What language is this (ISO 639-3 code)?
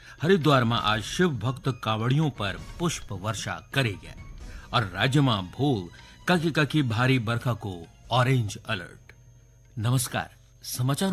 gbm